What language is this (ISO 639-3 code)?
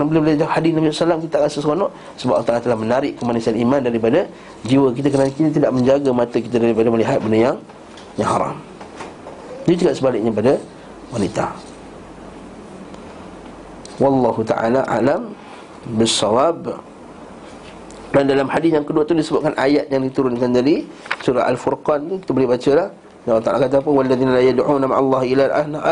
msa